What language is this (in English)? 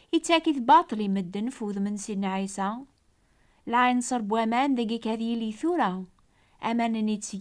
Kabyle